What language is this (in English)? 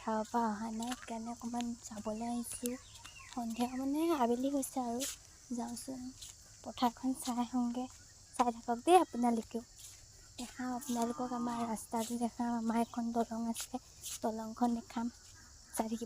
Assamese